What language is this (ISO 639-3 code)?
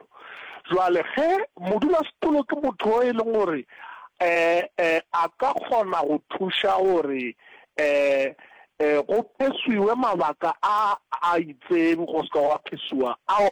nso